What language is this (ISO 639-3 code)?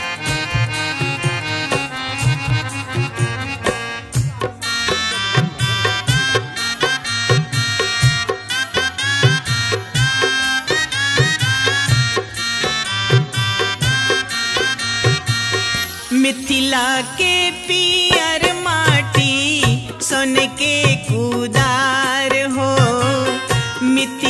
bho